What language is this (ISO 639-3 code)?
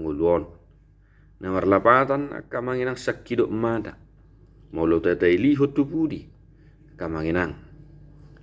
bbc